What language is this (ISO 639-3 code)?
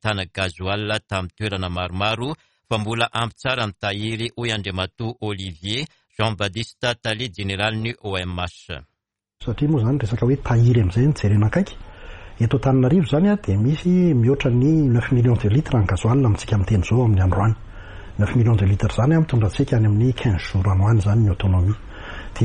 mlg